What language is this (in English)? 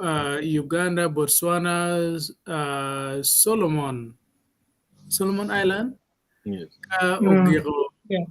Acoli